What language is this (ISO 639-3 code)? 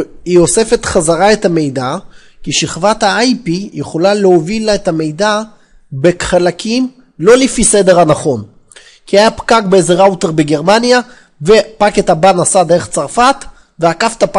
heb